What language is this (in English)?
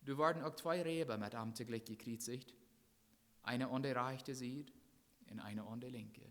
Plautdietsch